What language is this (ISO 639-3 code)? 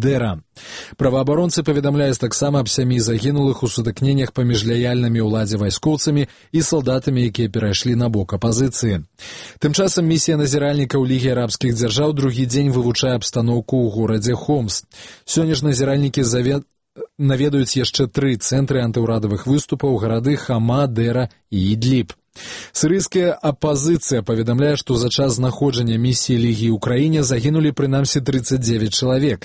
bel